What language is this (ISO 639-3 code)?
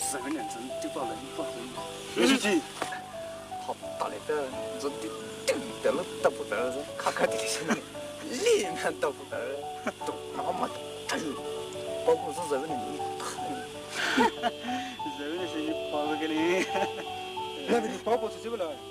pmx